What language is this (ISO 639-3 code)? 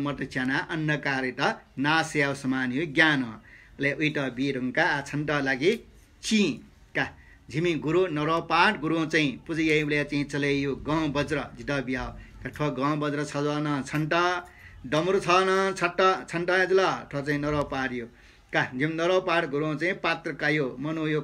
new